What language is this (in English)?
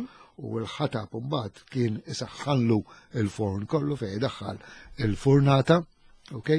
Maltese